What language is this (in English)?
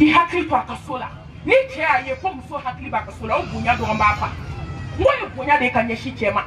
Bambara